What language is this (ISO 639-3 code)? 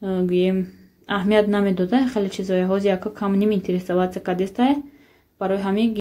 tgk